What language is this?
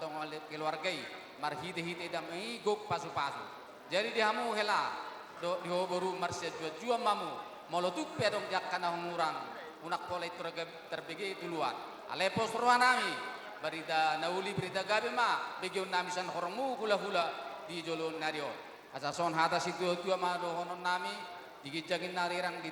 Batak Toba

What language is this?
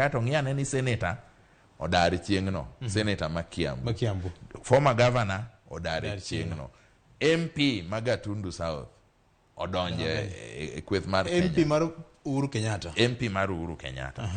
Luo (Kenya and Tanzania)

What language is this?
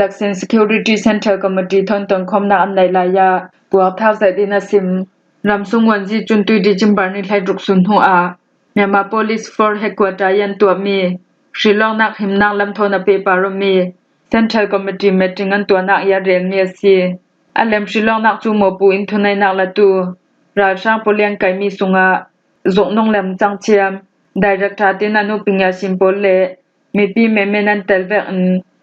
Falam Chin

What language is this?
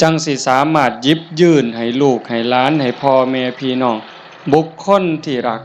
Northeastern Thai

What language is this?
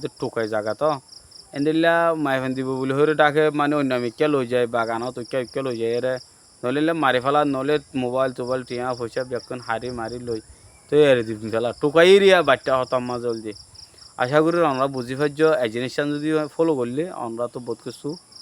Rohingya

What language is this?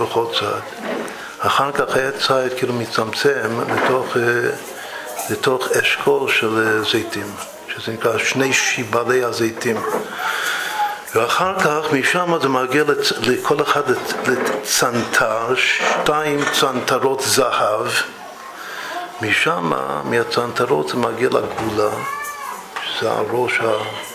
Hebrew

